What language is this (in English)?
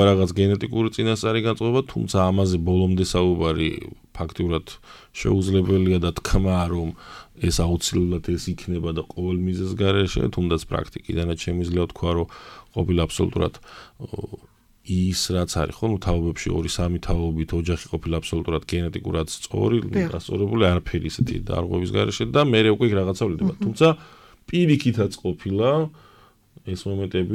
Georgian